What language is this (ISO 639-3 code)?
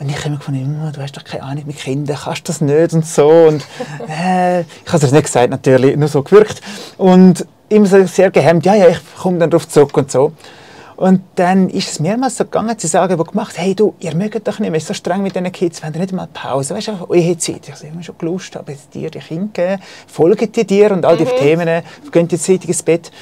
gsw